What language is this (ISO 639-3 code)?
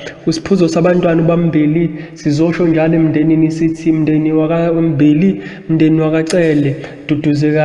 zul